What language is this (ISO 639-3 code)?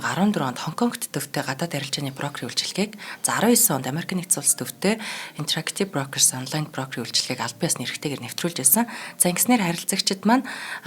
mon